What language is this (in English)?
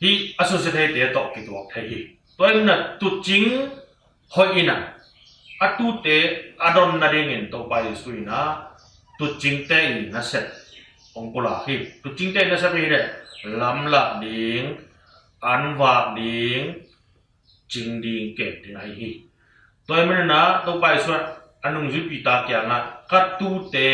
Tedim Chin